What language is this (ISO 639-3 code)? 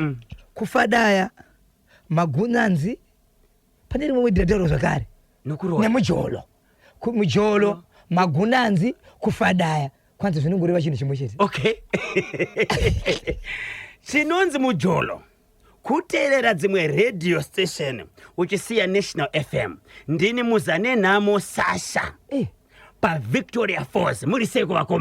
sna